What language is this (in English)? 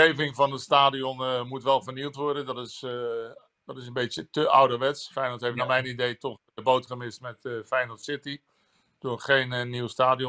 Dutch